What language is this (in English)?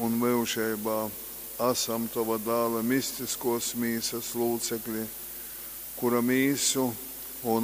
Latgalian